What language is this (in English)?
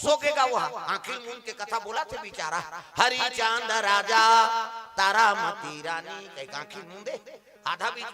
Chhattisgarhi